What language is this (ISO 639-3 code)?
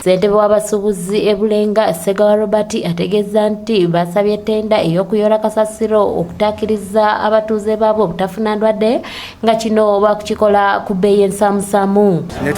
lug